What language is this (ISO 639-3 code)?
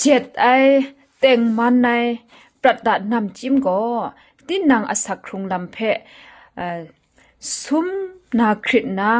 kac